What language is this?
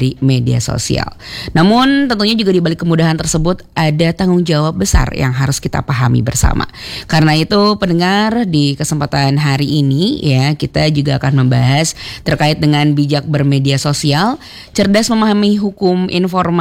Indonesian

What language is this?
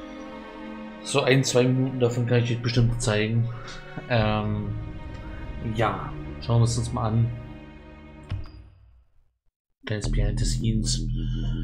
German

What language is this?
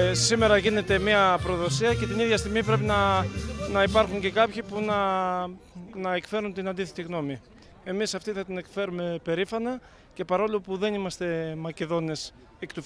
Greek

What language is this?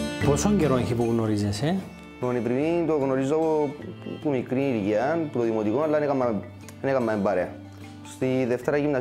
Greek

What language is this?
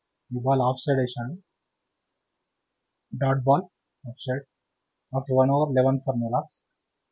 Telugu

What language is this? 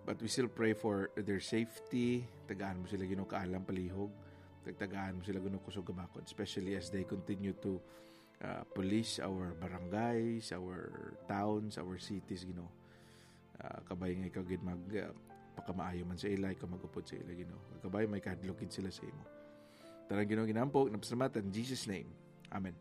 Hiligaynon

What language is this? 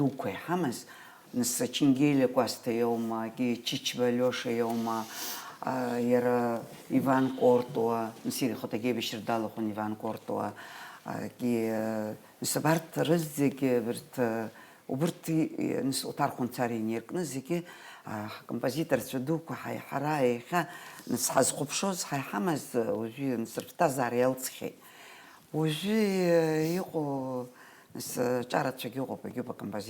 Abkhazian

